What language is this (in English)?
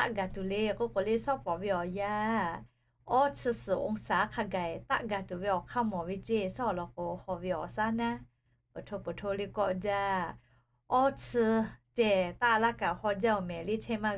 Lahu